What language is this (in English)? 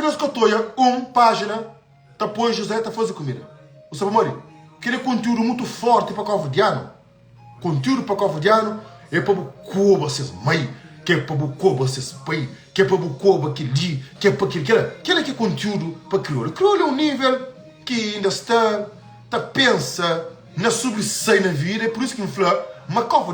Kabuverdianu